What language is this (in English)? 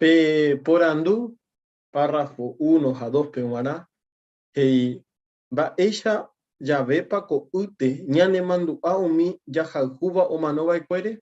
Guarani